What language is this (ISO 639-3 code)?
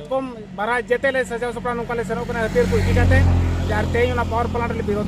sat